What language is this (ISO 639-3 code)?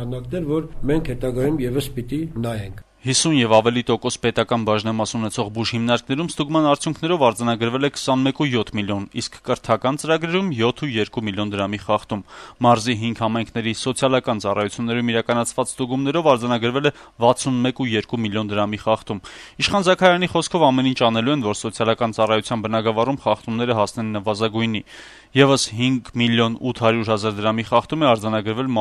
hye